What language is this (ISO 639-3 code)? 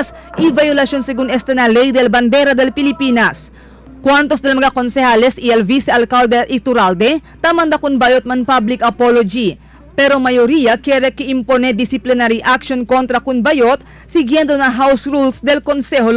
cbk